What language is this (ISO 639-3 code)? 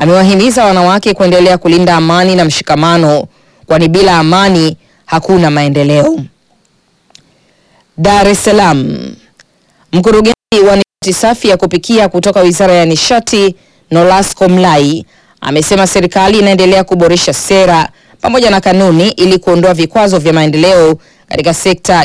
swa